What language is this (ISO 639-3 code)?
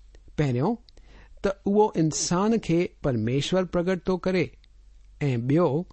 snd